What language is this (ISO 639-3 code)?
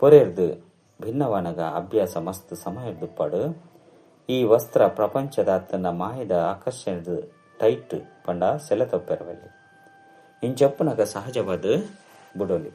tcy